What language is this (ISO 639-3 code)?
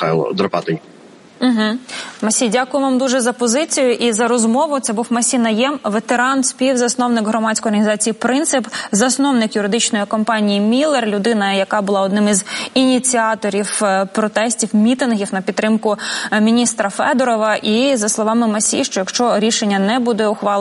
ukr